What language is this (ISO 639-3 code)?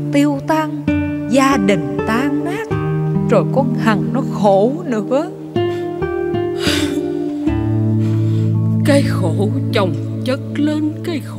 vie